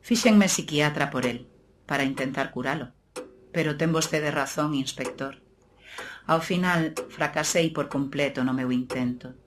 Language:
Galician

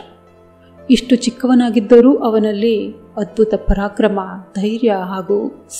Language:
Kannada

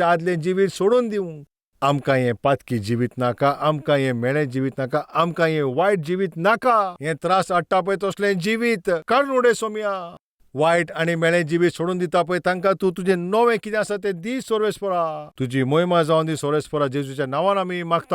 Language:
Konkani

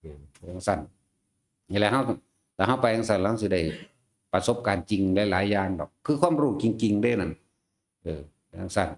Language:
Northeastern Thai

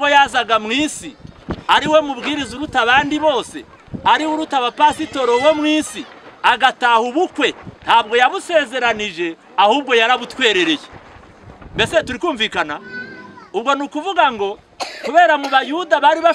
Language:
Kinyarwanda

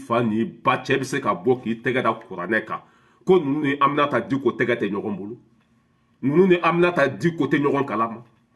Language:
Bambara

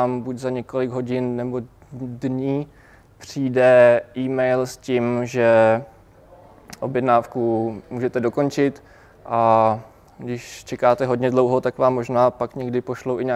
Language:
Czech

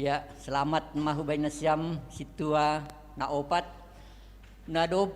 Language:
Batak Simalungun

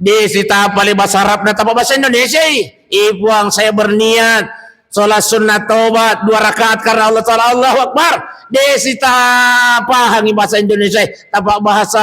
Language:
Buginese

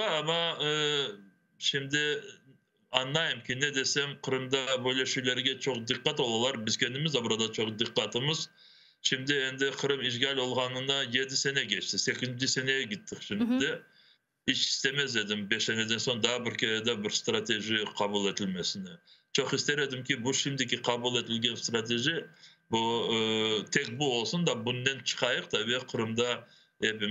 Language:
Crimean Tatar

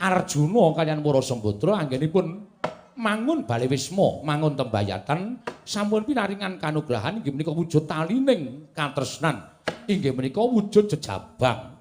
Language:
Javanese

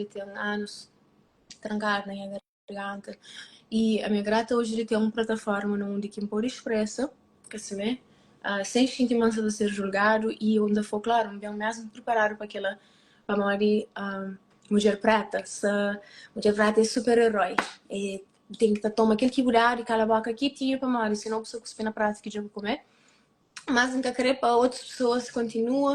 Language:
Kabuverdianu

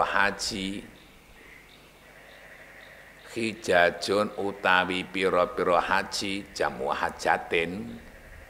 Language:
Javanese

